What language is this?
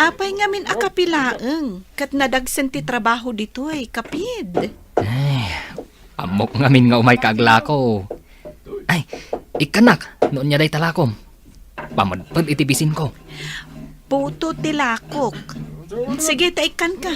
Iloko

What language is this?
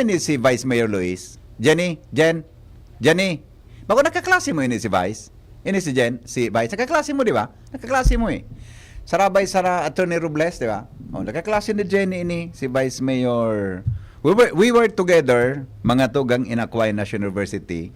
Bikol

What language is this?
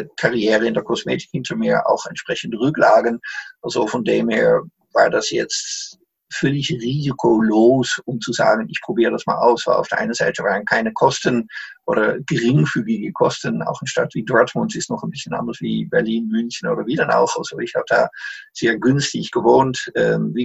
German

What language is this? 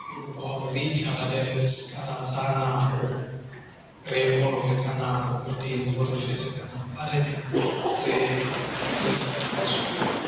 Tswana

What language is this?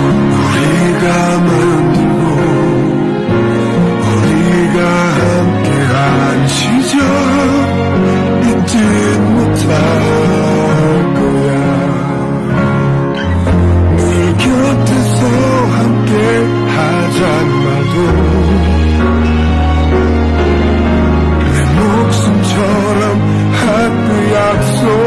Filipino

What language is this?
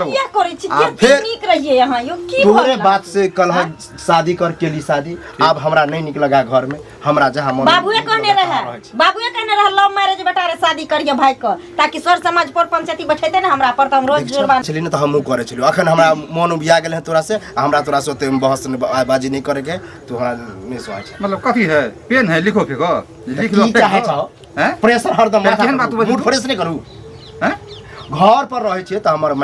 Maithili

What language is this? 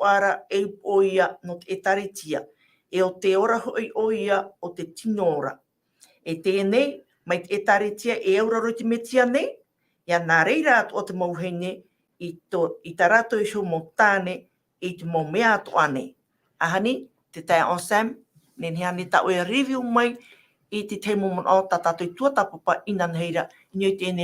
Tahitian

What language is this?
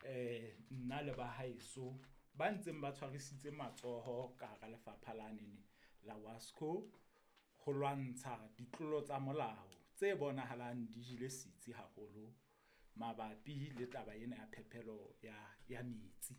Southern Sotho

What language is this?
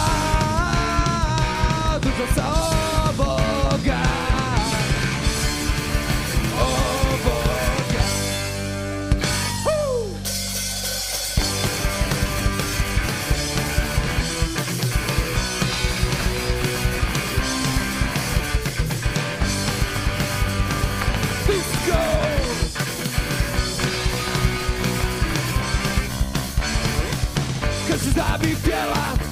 Croatian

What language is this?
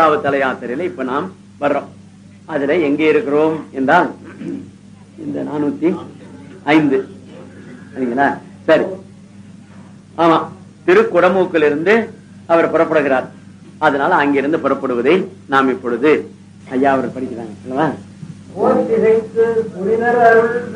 Tamil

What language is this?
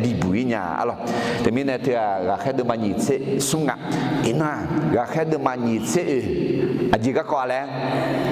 Akha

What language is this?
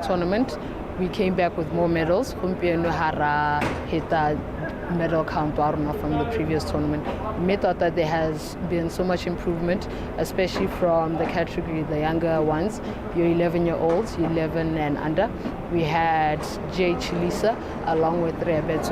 Tswana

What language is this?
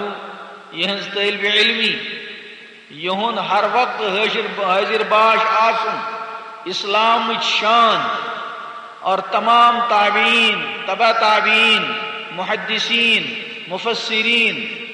Kashmiri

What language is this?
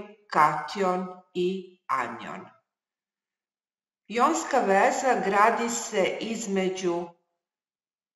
Serbian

